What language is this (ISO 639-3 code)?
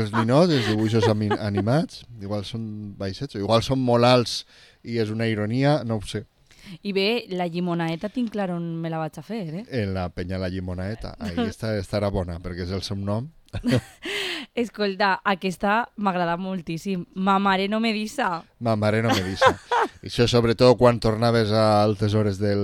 cat